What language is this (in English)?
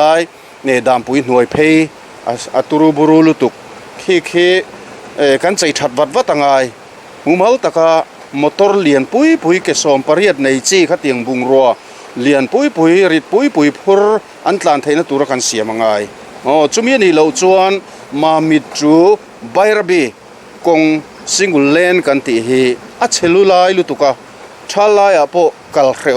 Mizo